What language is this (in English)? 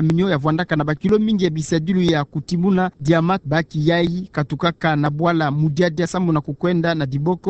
Kituba (Democratic Republic of Congo)